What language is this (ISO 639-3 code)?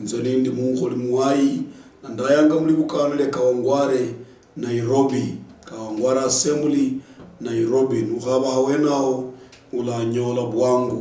luy